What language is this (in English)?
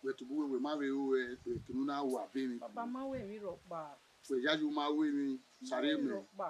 Bini